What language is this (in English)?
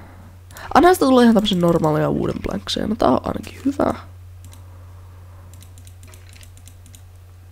Finnish